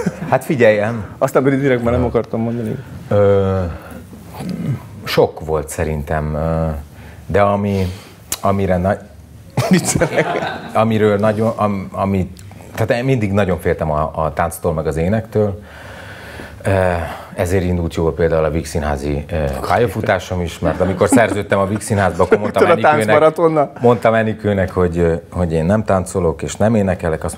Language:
Hungarian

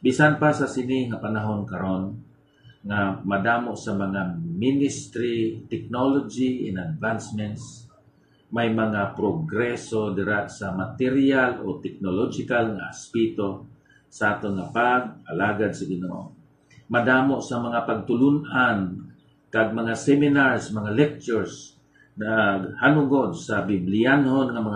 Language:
Hiligaynon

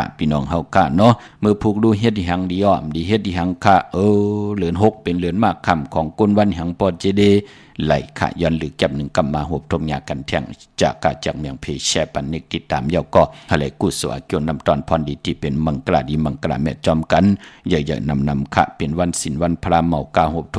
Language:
Shan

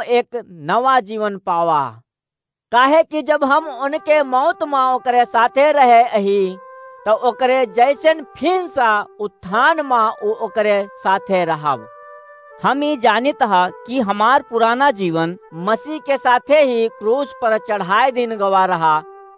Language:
Awadhi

